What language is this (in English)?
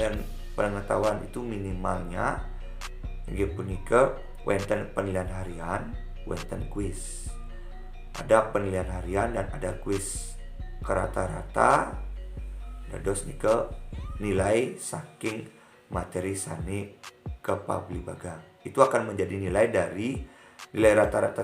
Balinese